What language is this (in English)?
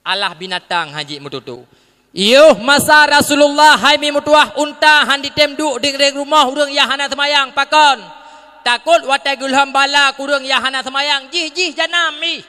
Achinese